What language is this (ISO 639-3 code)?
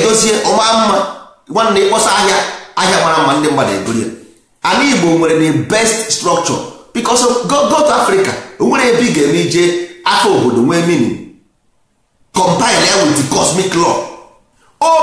ibo